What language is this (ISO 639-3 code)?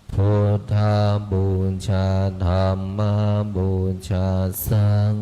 pli